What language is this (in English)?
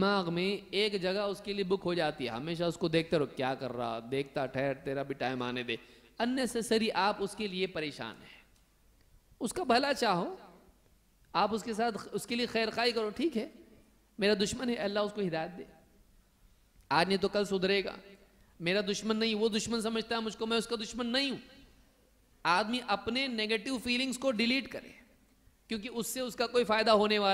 Urdu